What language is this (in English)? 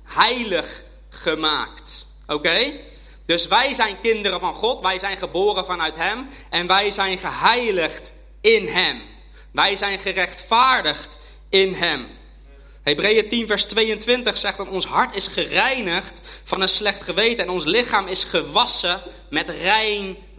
Dutch